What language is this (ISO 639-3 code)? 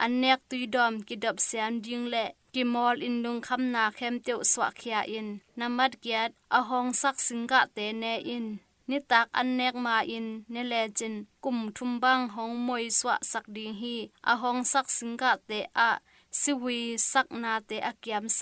ctd